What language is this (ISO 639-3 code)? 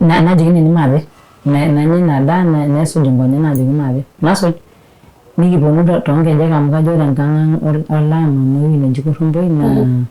mas